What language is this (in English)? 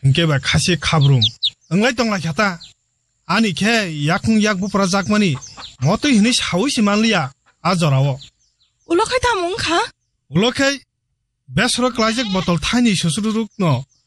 Kok Borok